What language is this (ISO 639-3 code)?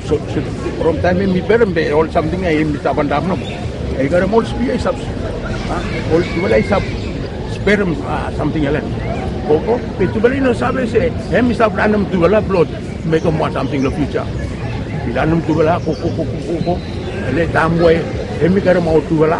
bis